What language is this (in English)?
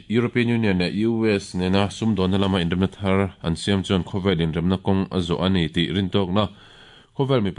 Mizo